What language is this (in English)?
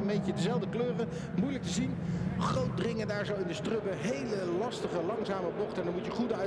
Dutch